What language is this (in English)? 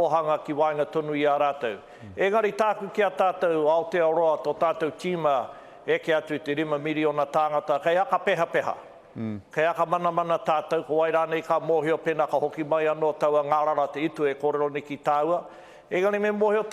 Māori